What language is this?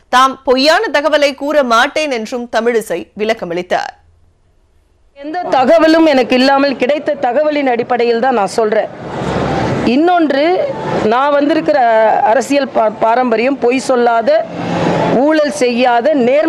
Tamil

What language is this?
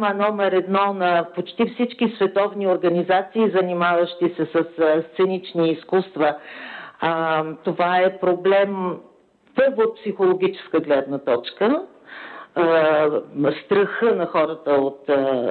Bulgarian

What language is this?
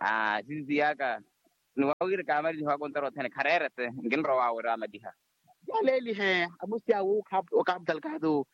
Makhuwa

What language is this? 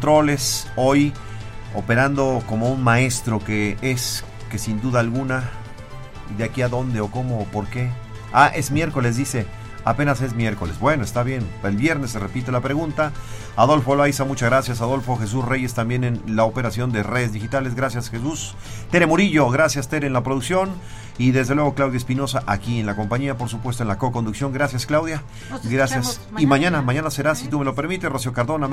Spanish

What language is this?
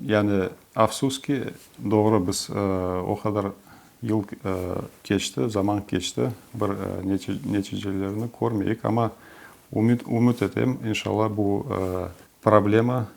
Crimean Tatar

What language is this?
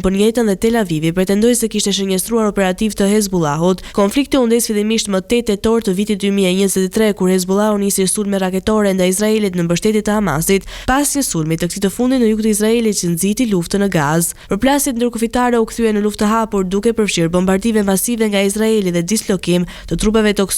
Albanian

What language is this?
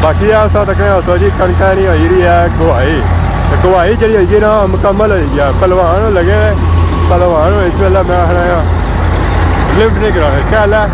Pahari-Potwari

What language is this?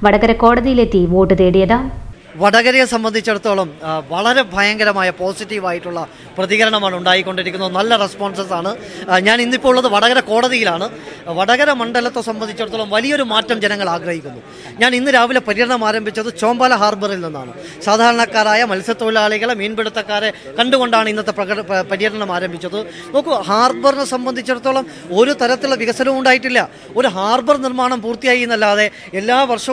Malayalam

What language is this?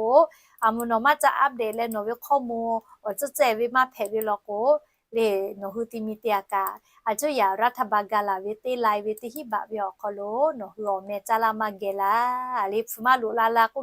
Lahu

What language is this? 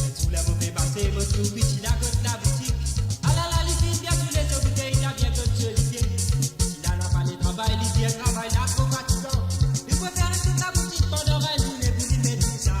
Morisyen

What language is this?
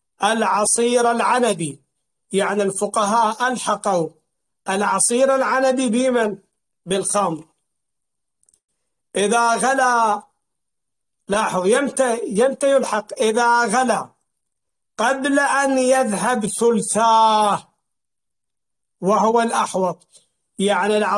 Arabic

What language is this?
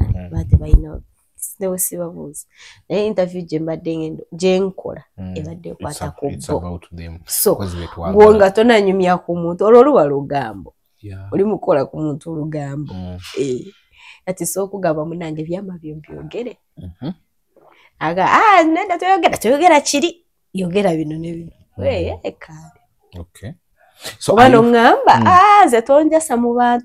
Ganda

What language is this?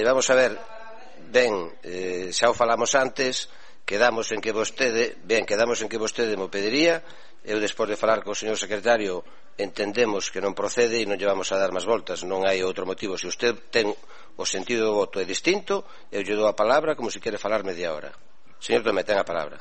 Galician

